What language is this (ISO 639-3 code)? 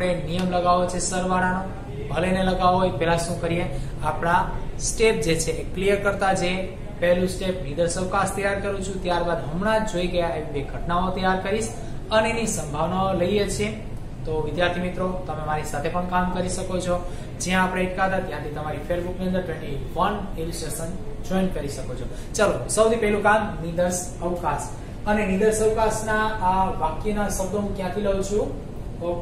guj